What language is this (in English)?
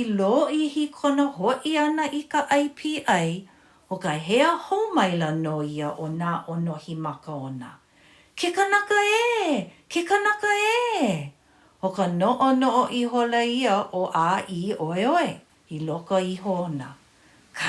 Hawaiian